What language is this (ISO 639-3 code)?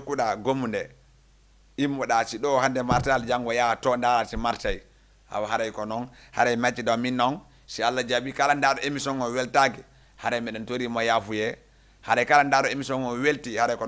ful